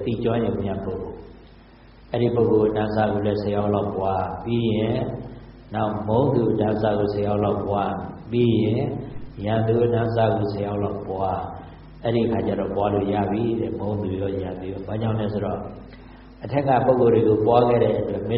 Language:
Burmese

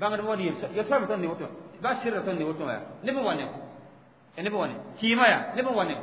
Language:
Mossi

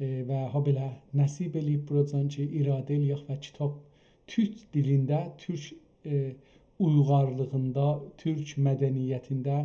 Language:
South Azerbaijani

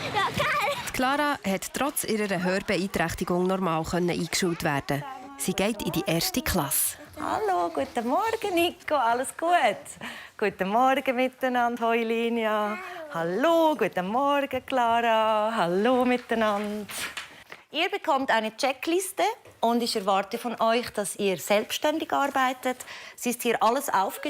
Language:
Swiss German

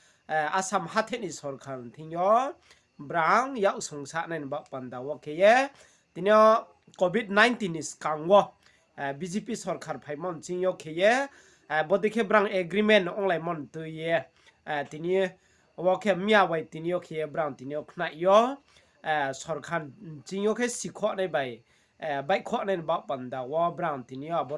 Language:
Riang (India)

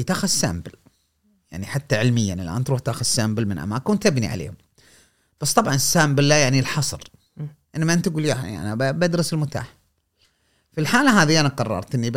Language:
Gulf Arabic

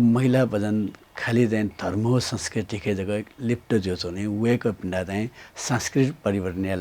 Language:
Newari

